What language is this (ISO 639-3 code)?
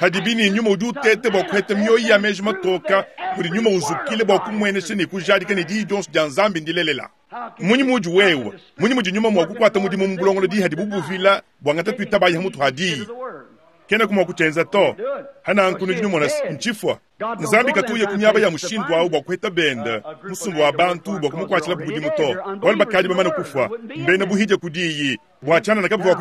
lua